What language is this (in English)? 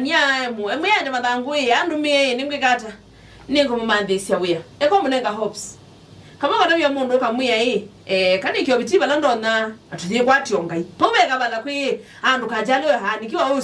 Kamba